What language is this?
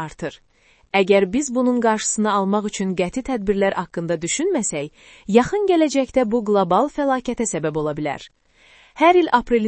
Azerbaijani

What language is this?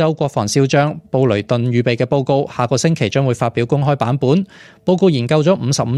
Cantonese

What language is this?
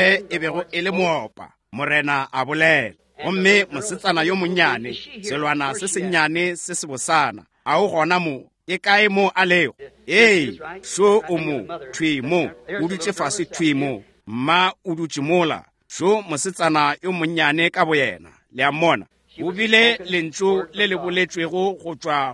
Northern Sotho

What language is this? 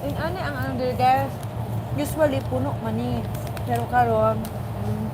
Cebuano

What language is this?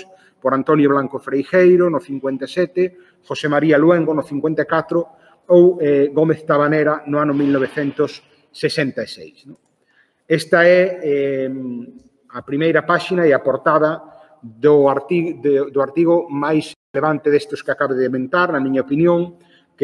Galician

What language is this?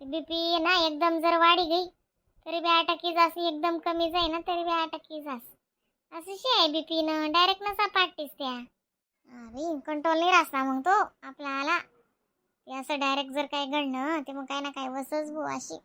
Khandesi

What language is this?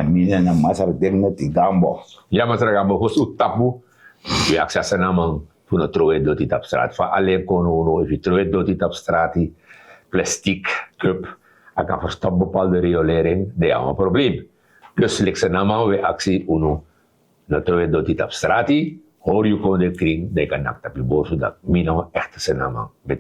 Sranan Tongo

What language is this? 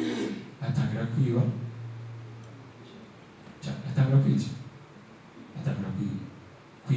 Kinyarwanda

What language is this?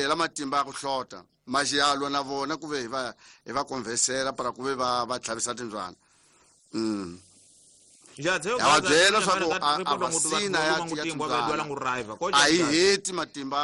Tsonga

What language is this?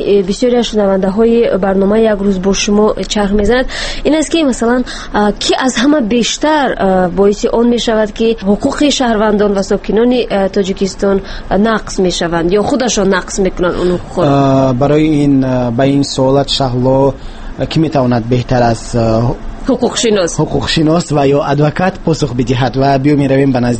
Tajik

